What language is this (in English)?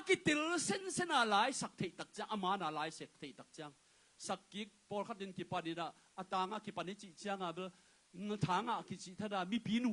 Tedim Chin